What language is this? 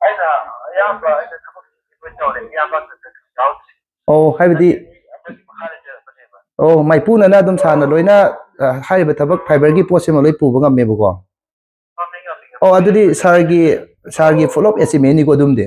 Manipuri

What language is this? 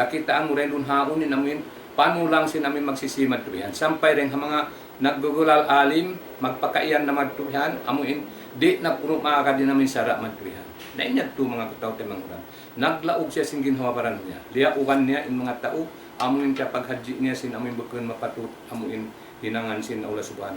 Tausug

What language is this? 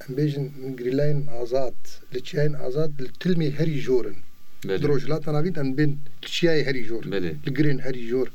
Kurdish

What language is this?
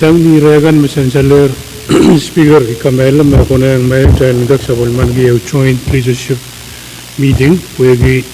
Pohnpeian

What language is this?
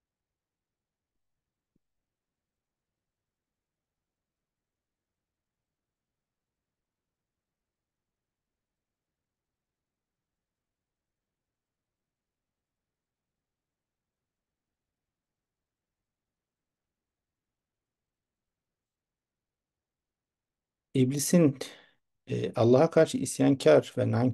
Turkish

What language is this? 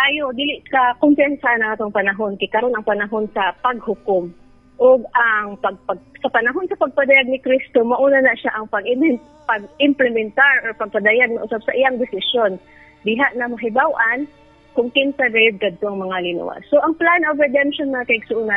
Cebuano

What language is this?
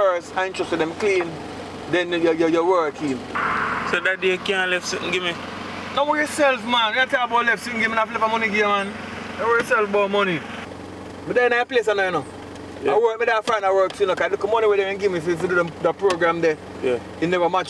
Jamaican Creole English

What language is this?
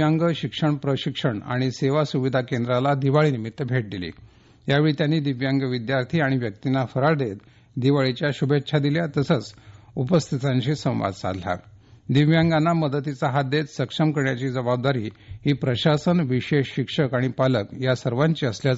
Marathi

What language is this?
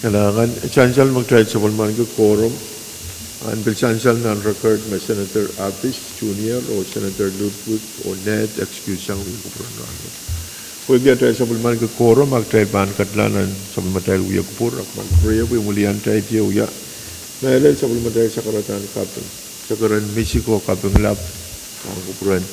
Pohnpeian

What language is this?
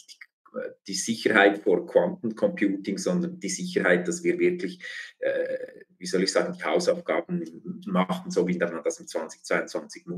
German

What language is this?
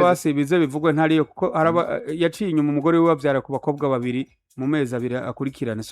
Rundi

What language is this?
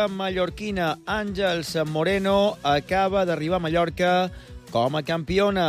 Catalan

